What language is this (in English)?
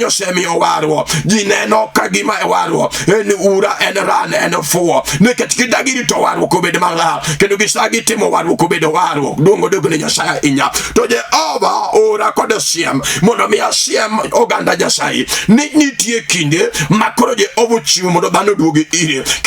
Luo (Kenya and Tanzania)